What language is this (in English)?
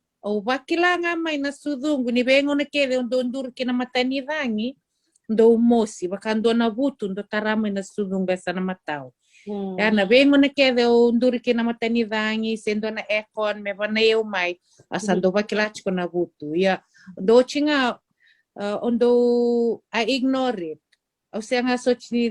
Fijian